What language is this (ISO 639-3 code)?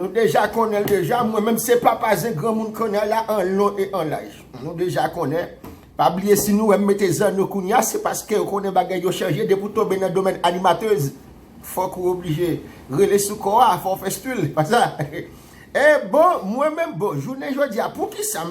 hat